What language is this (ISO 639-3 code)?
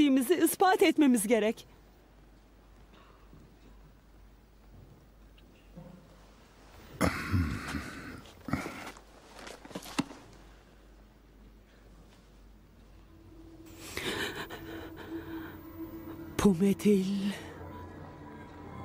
tur